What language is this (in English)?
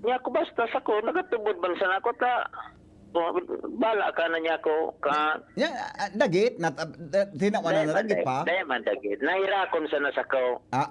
Bikol